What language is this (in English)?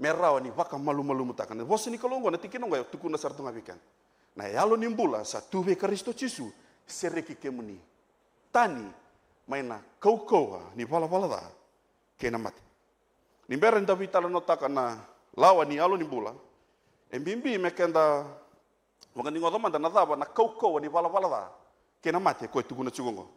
Fijian